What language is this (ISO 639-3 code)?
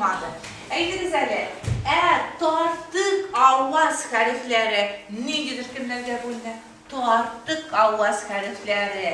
tat